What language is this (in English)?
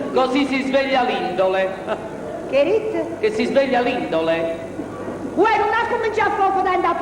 Neapolitan